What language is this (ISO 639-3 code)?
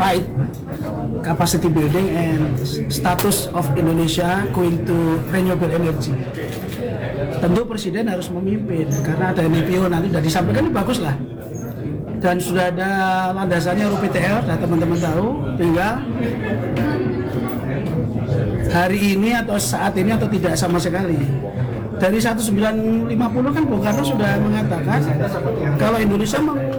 ind